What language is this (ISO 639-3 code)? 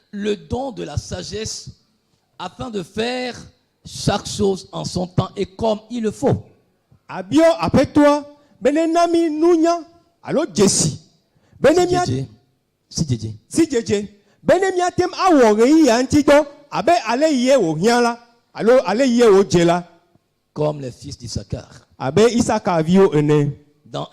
ewe